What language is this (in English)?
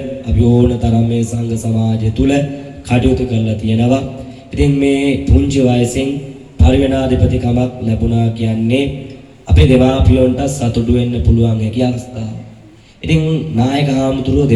Sinhala